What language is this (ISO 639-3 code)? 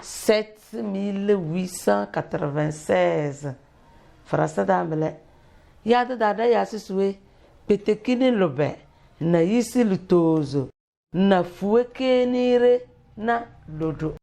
kdh